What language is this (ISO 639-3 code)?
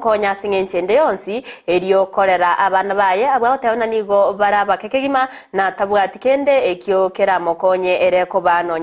guz